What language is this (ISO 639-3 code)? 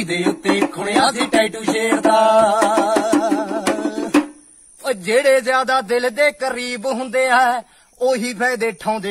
pan